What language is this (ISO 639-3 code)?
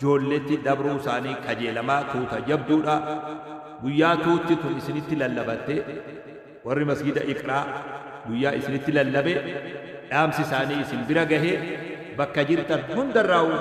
orm